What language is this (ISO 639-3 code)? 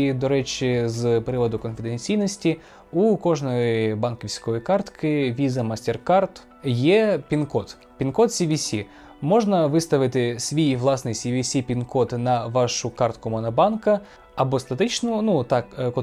ukr